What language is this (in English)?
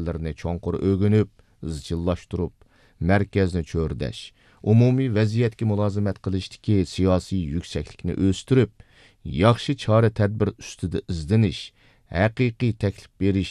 Uyghur